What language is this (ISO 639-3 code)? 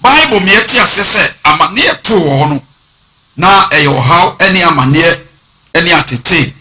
aka